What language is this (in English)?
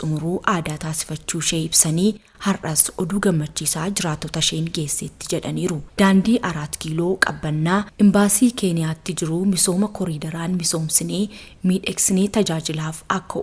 Oromo